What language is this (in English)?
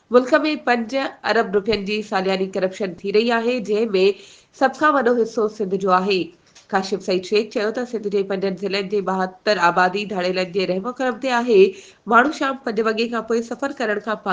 Sindhi